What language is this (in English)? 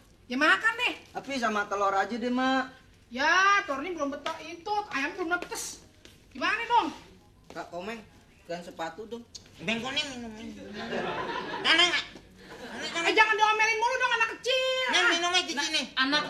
Betawi